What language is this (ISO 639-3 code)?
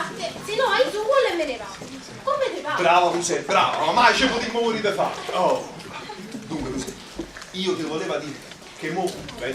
nap